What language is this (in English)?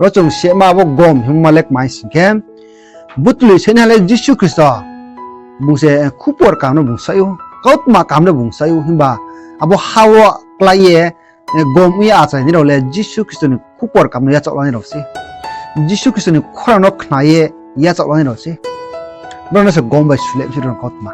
Riang (India)